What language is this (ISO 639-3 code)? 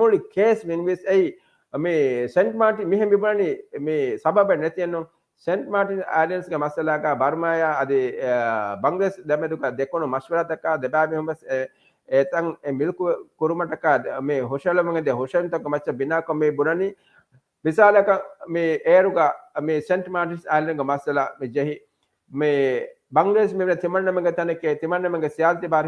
div